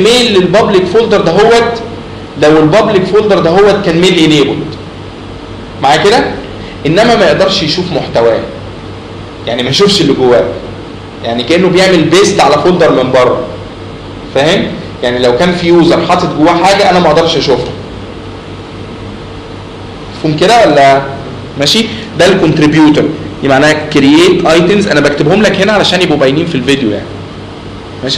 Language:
Egyptian Arabic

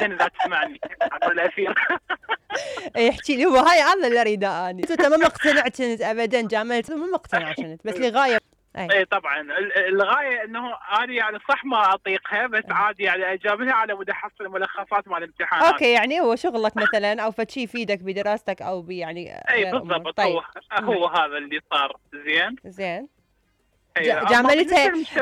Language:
Mesopotamian Arabic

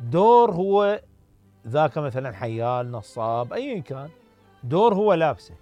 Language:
Mesopotamian Arabic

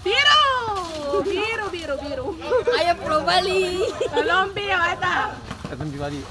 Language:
Ambonese Malay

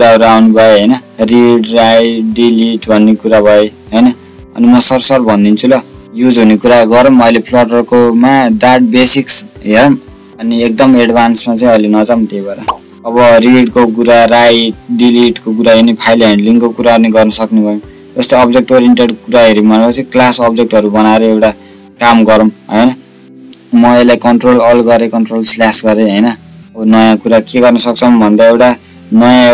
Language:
Nepali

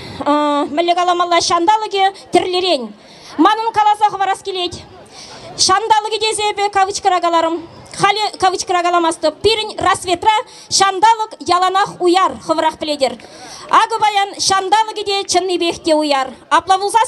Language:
Chuvash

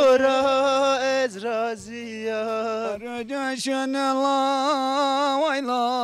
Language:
Zaza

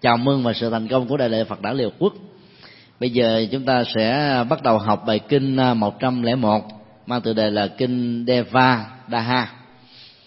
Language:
Vietnamese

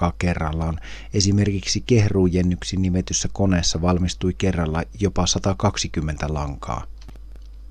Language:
Finnish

